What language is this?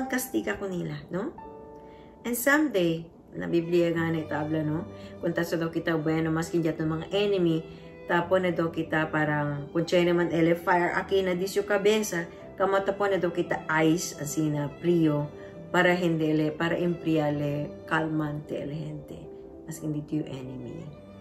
Chavacano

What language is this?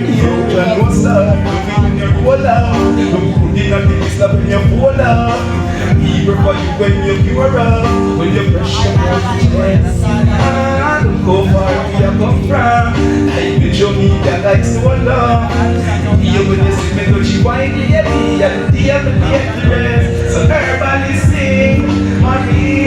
Jamaican Creole English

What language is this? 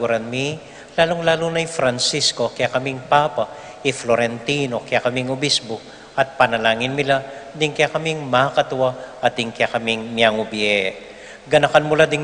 Pampanga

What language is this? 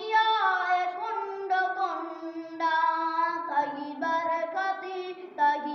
Eastern Balochi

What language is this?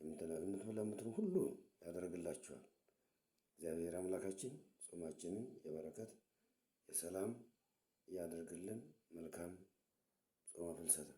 Amharic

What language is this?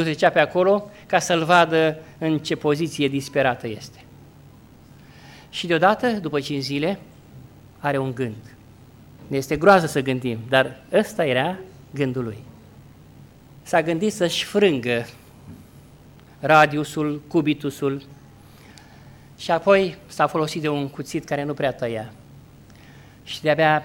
Romanian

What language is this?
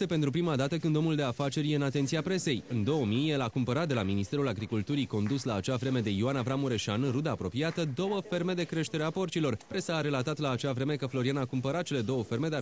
Romanian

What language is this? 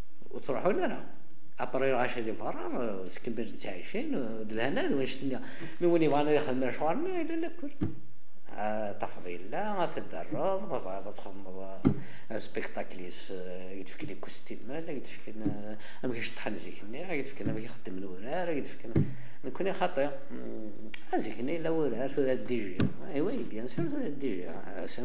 Kabyle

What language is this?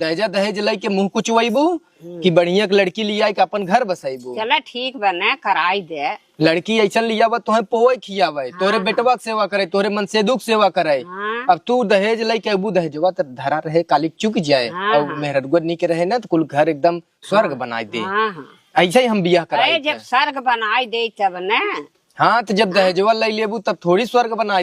Awadhi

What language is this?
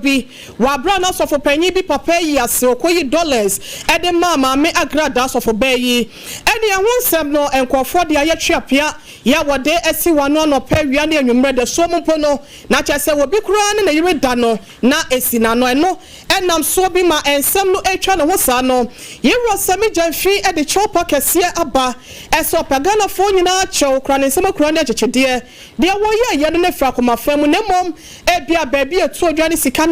Akan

